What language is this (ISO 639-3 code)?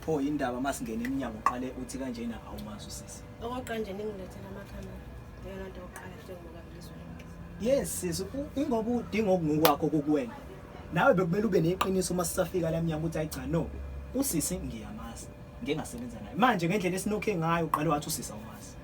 zul